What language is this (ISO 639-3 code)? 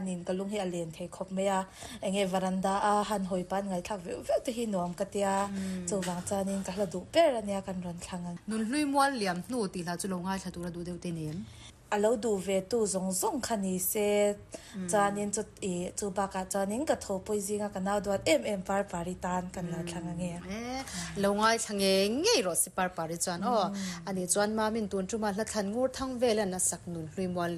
lus